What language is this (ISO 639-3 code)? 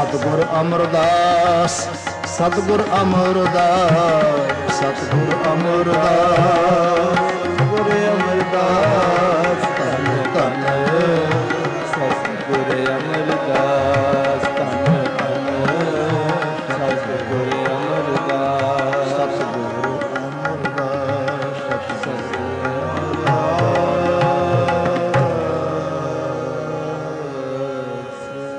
pan